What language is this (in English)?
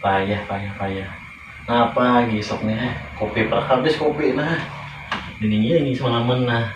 Banjar